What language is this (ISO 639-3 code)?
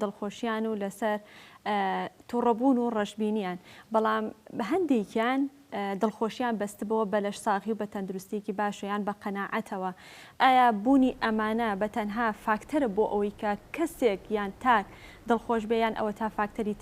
ckb